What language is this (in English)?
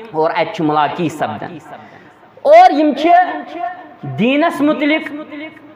Kashmiri